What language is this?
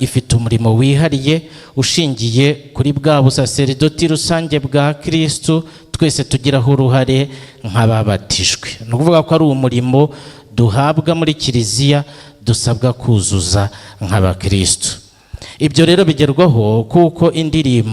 Kinyarwanda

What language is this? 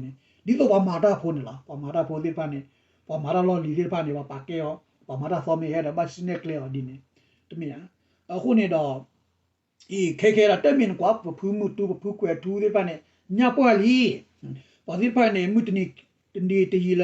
S'gaw Karen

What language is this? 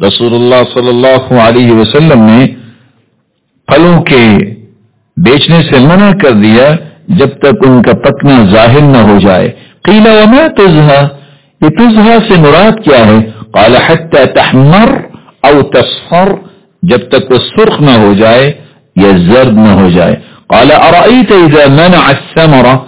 Urdu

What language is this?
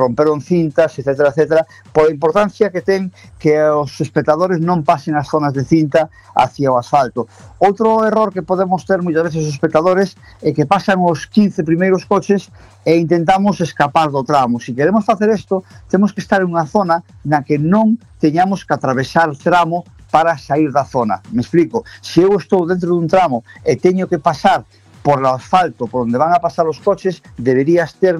Galician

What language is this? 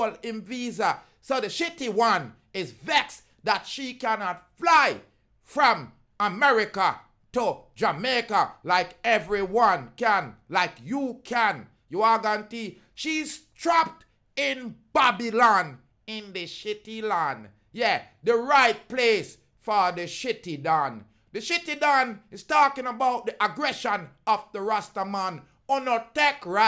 Jamaican Creole English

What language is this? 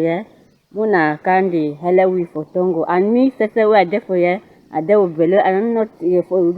Cameroon Pidgin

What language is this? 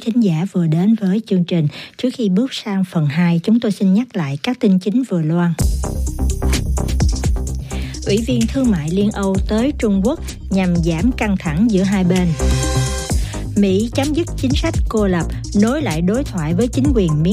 Vietnamese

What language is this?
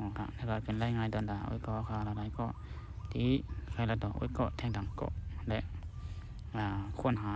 Shan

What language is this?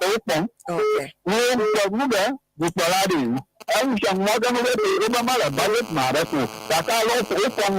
Ewe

